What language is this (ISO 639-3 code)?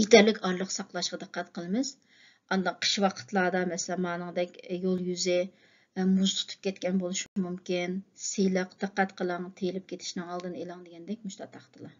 uig